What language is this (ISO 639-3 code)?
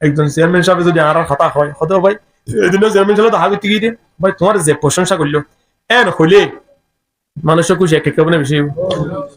rhg